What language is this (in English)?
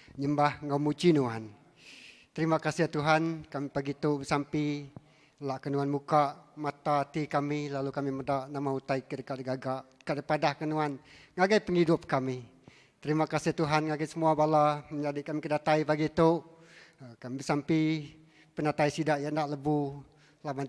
Iban